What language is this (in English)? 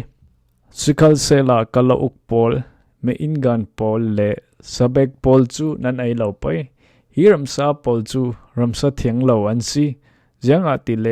Falam Chin